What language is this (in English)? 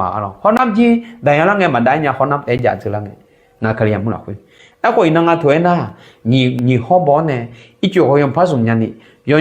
Akha